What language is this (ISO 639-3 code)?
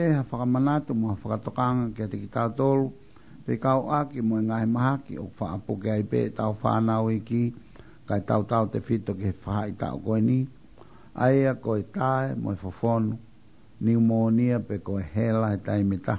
ton